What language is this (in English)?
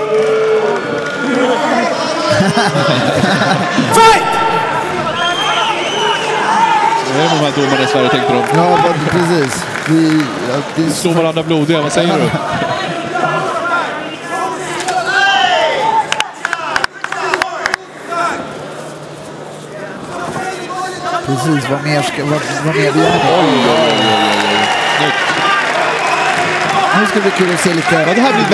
Swedish